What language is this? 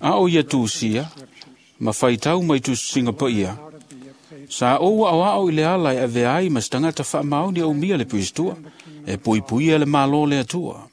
Samoan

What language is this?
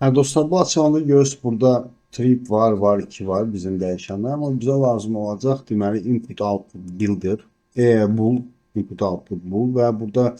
Azerbaijani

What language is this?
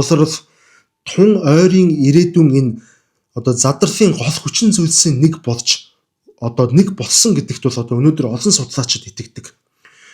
Mongolian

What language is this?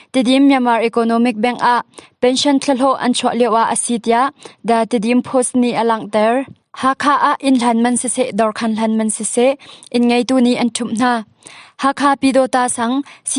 Hakha Chin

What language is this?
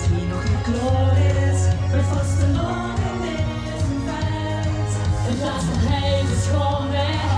Limburgish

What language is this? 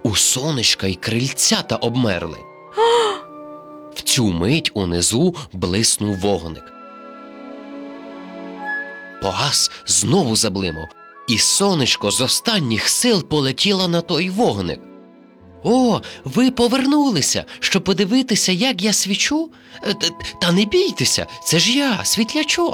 Ukrainian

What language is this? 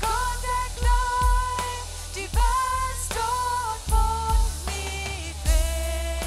Plautdietsch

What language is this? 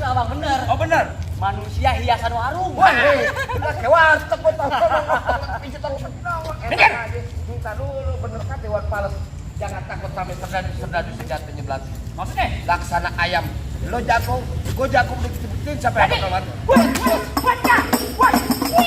Betawi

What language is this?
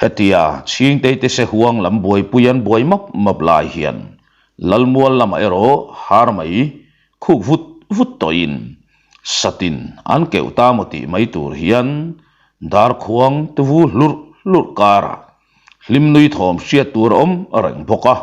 Mizo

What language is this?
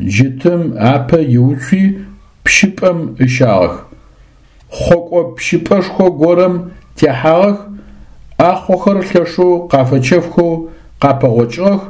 Adyghe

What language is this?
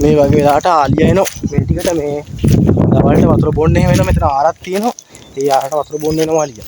Sinhala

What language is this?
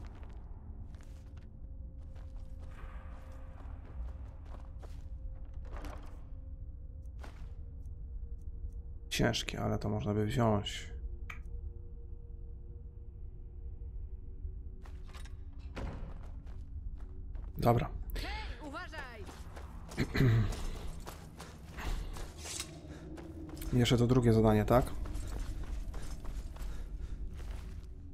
Polish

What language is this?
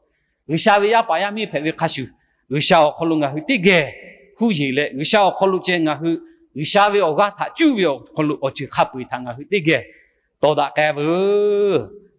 Lahu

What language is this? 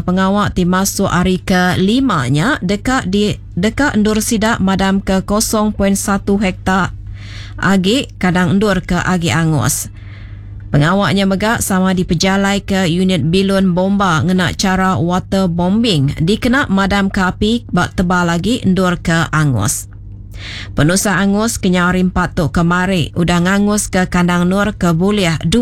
Iban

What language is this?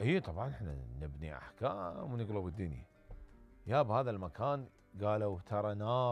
Mesopotamian Arabic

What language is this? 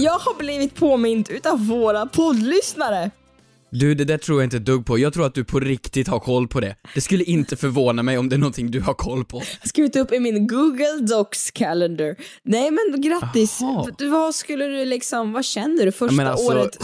Swedish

